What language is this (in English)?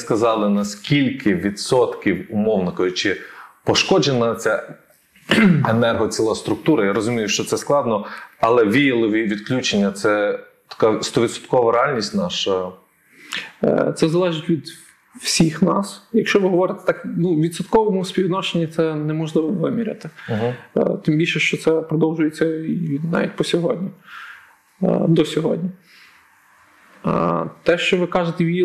Ukrainian